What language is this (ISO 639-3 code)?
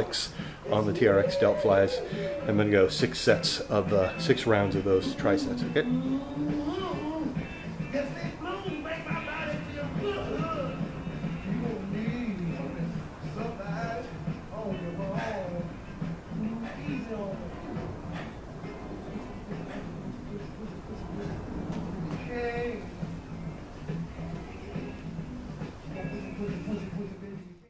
eng